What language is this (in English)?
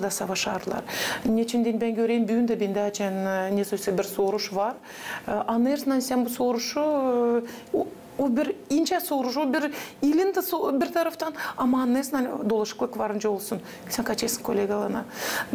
Gagauz